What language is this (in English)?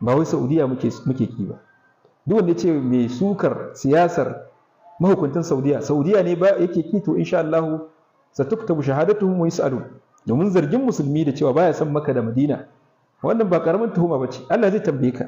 Hausa